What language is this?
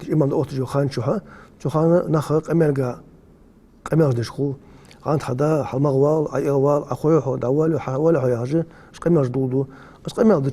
Ingush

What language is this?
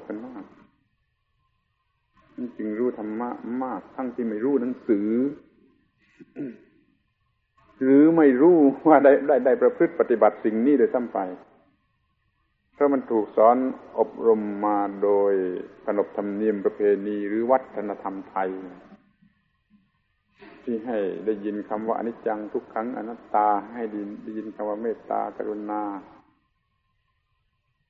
Thai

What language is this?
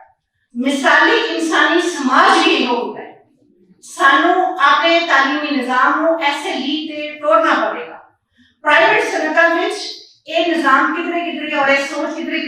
Western Panjabi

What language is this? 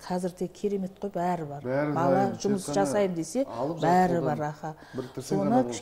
Kazakh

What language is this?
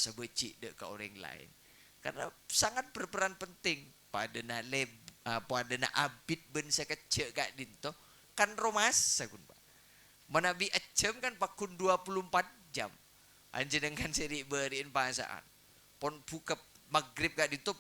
Madurese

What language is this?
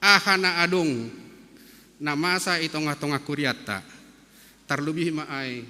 Batak Simalungun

